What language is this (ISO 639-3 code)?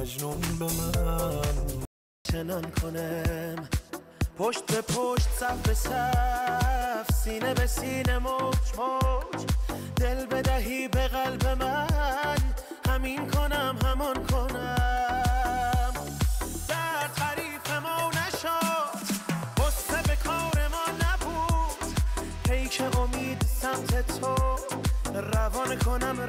fas